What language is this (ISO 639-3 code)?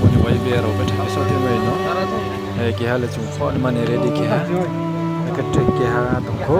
ria